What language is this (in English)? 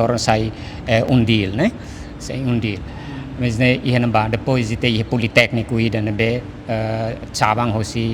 Tetum